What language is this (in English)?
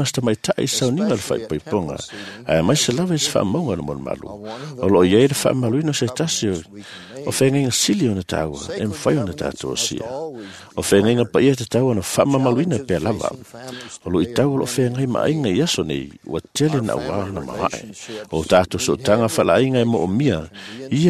Samoan